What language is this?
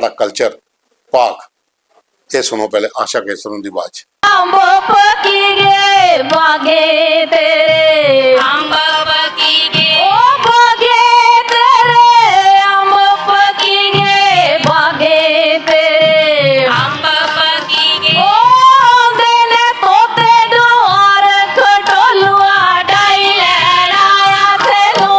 Dogri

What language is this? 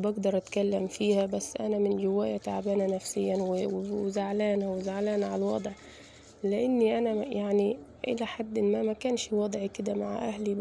Egyptian Arabic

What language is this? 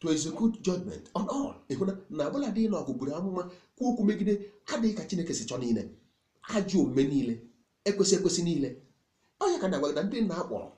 Igbo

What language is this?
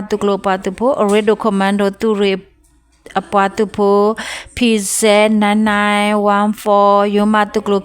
S'gaw Karen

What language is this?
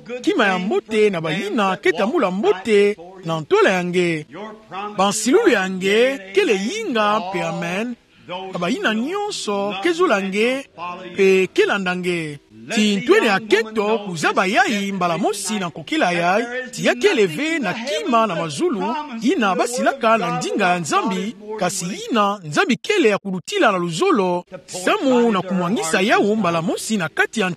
Kituba (Democratic Republic of Congo)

